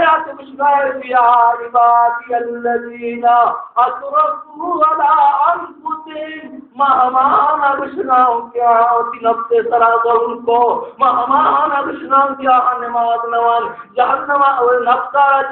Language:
Baluchi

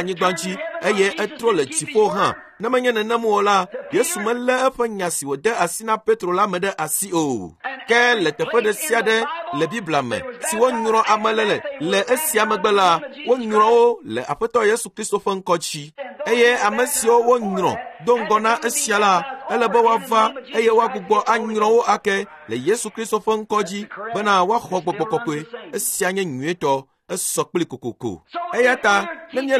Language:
Ewe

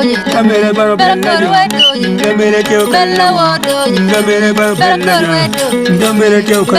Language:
Acoli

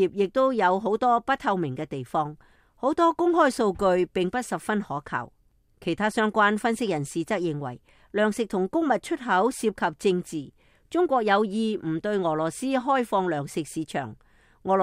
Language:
Cantonese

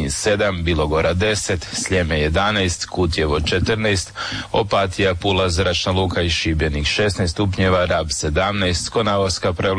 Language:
Croatian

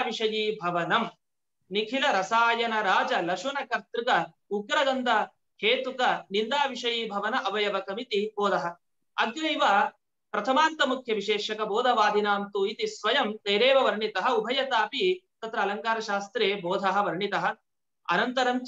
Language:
Sanskrit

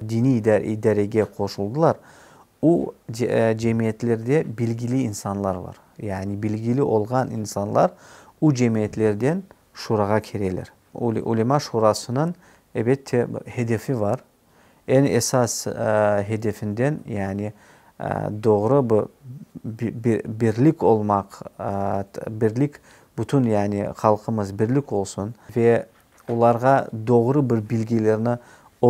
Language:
Crimean Tatar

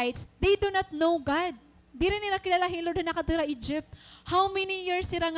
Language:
Waray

